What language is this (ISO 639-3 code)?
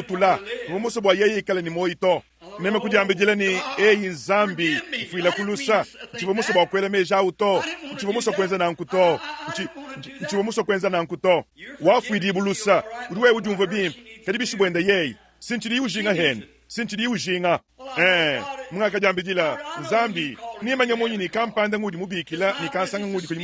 lua